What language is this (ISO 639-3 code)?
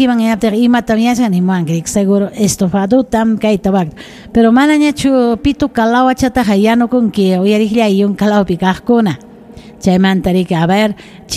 quy